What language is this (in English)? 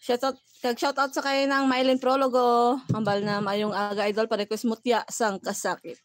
Hiligaynon